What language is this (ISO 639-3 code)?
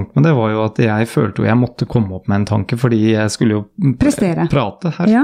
nor